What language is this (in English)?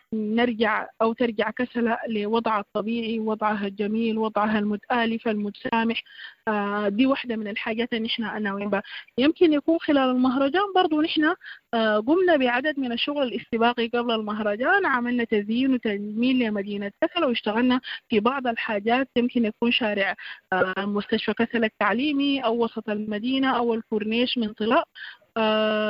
Sudanese Arabic